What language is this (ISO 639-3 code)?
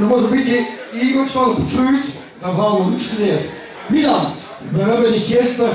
lim